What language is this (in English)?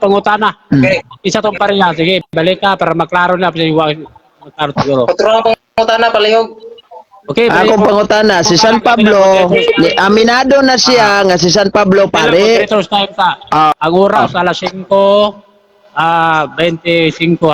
Cebuano